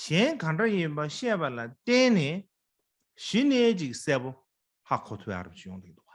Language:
Tibetan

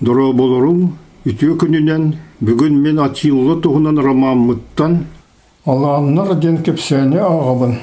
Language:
Yakut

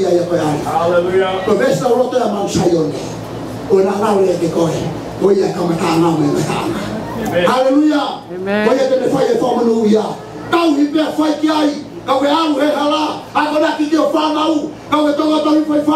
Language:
Tongan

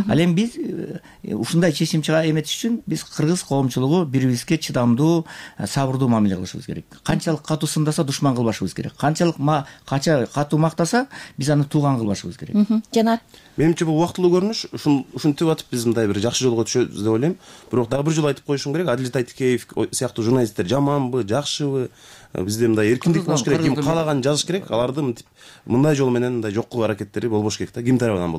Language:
Kyrgyz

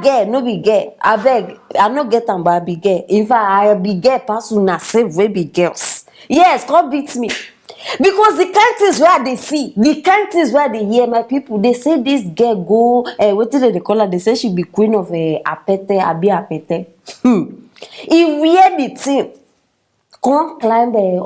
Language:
Nigerian Pidgin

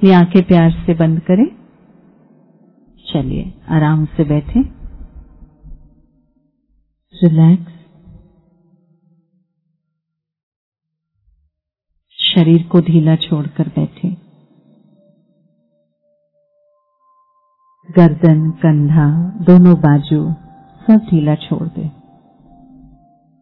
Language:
Hindi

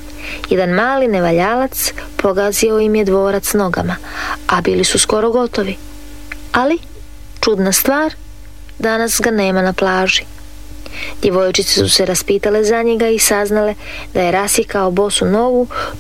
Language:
Croatian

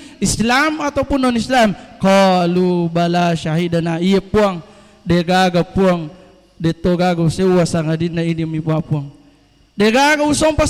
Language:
Buginese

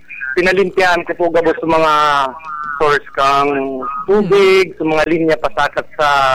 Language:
Bikol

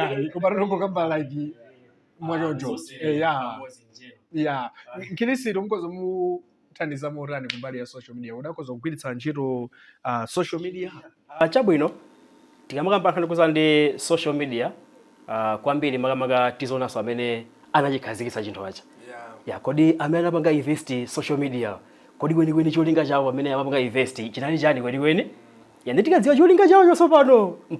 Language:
Nyanja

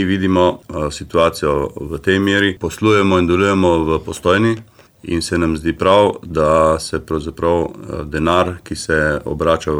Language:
Slovenian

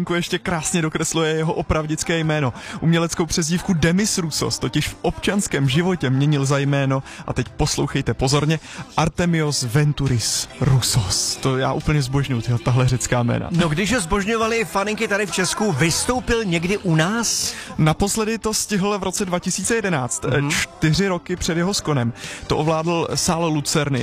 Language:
Czech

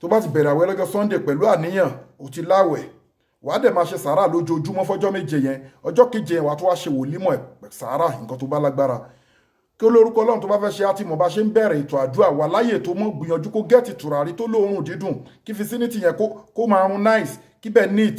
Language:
Yoruba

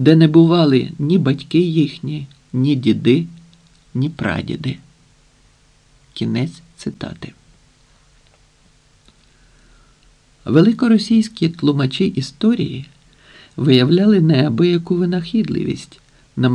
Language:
Ukrainian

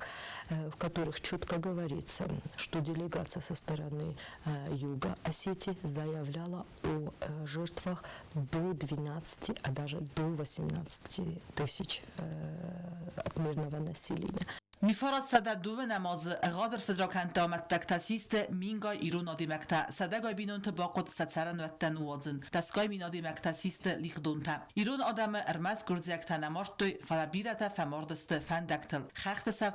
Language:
Ossetic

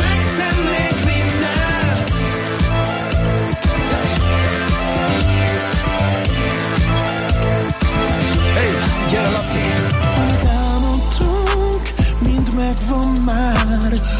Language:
Hungarian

